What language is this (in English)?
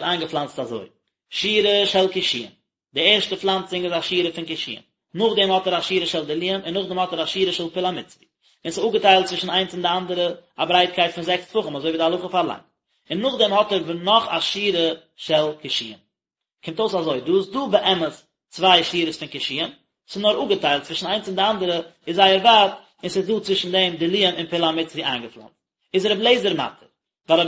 Yiddish